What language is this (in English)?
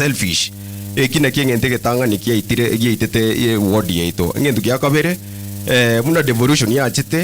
Gusii